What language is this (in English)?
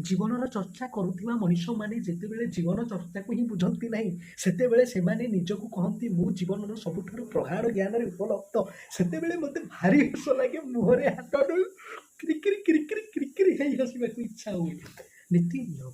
Odia